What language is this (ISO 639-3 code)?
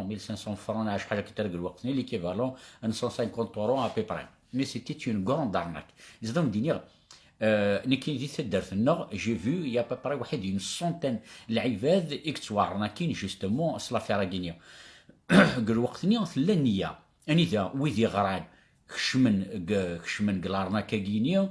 kab